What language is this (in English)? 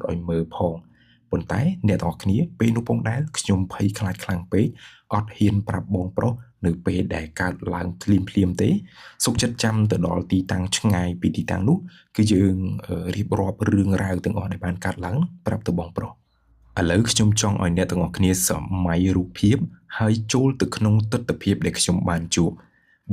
Khmer